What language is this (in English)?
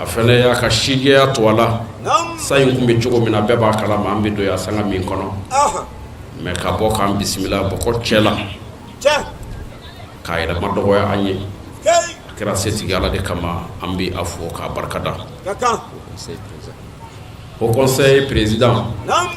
Bambara